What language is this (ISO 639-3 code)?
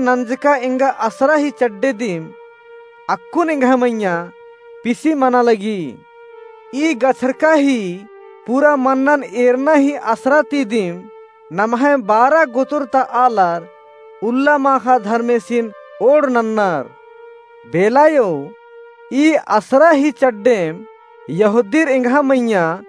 kru